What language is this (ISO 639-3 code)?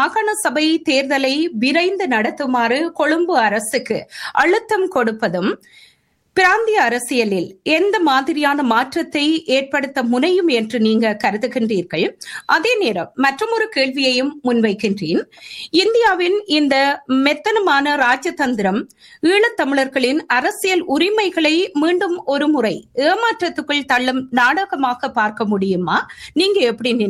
tam